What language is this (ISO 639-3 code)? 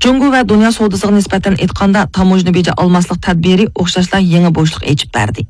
uig